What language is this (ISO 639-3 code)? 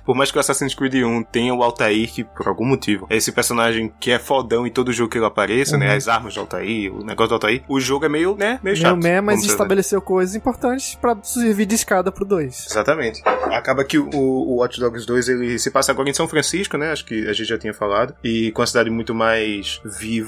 por